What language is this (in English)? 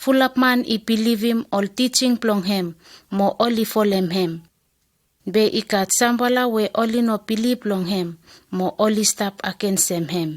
Bislama